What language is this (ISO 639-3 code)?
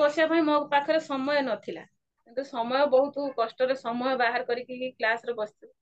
ori